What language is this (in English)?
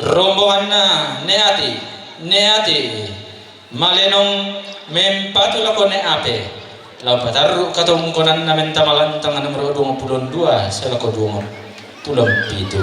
Toraja-Sa'dan